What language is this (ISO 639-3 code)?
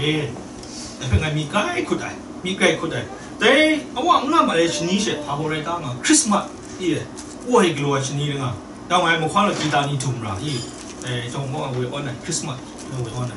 kac